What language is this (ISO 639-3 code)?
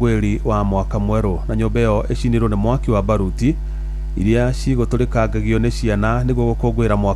kik